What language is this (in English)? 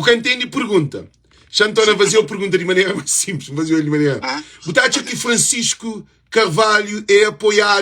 Kabuverdianu